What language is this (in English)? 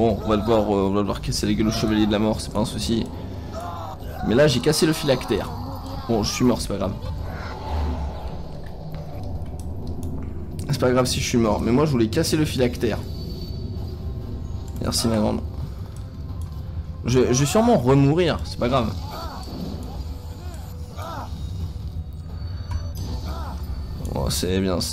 French